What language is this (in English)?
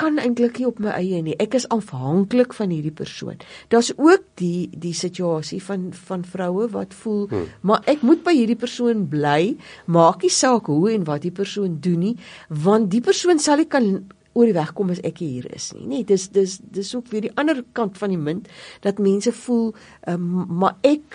Afrikaans